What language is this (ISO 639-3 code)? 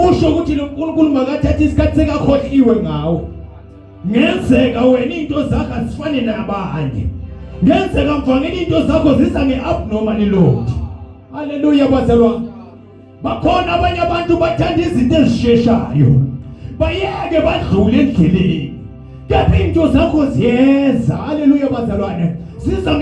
zul